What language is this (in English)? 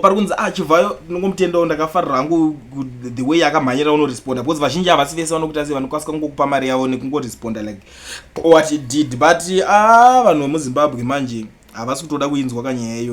Shona